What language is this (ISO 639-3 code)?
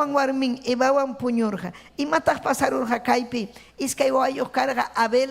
quy